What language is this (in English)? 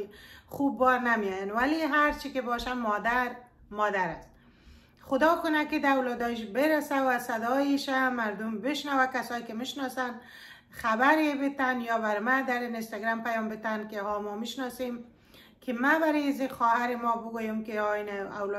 Persian